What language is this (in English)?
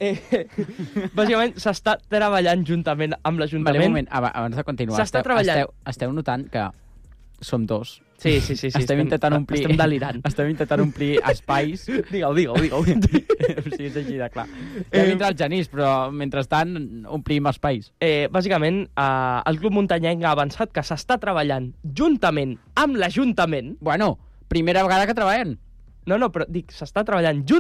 Catalan